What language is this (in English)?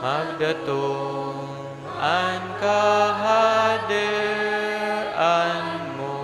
Bikol